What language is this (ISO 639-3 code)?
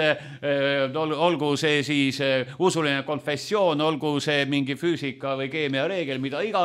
est